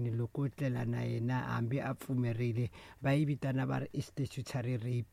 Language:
Tsonga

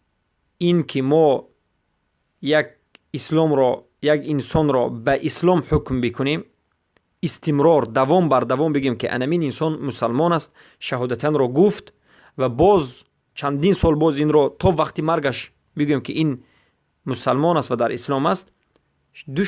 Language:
Persian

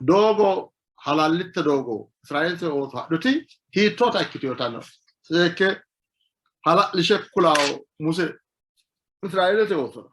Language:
Sidamo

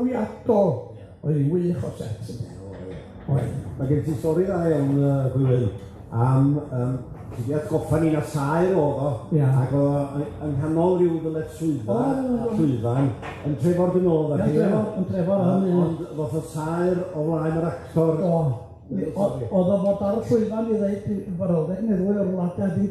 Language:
Welsh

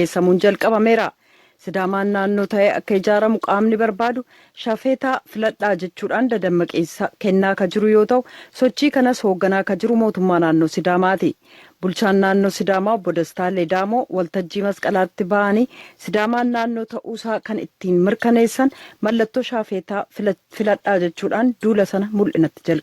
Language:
Oromo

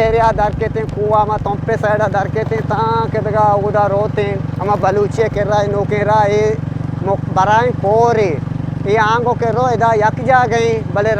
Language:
Eastern Balochi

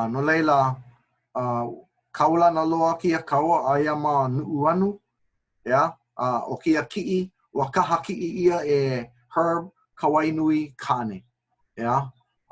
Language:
Hawaiian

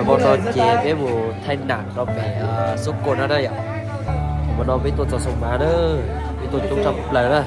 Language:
Hmong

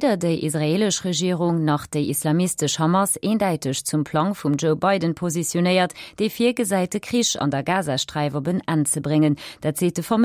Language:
Luxembourgish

